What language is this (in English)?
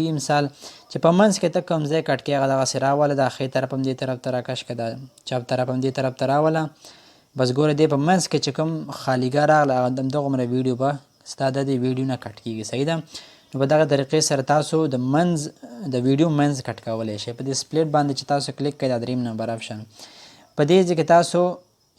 Pashto